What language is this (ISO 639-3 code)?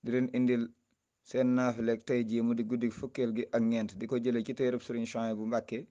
wol